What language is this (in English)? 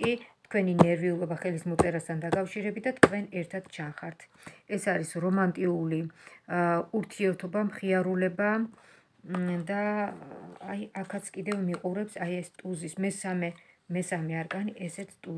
Georgian